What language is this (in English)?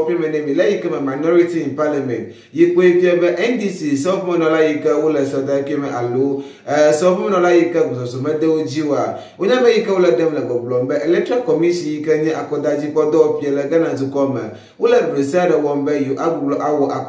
Ewe